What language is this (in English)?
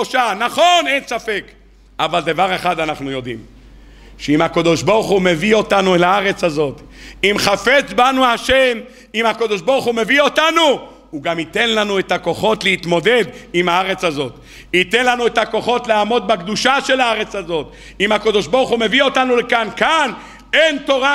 Hebrew